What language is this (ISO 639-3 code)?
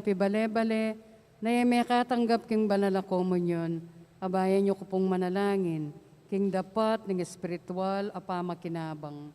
pam